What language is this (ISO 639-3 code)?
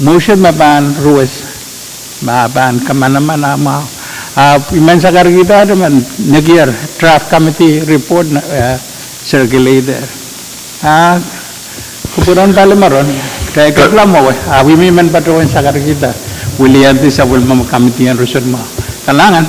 pon